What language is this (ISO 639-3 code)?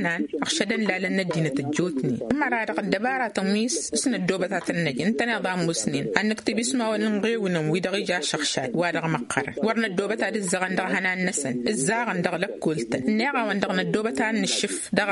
taq